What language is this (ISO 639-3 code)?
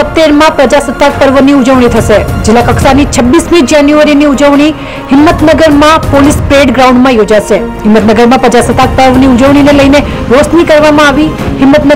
guj